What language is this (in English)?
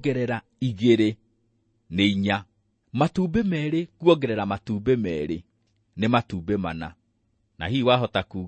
Kikuyu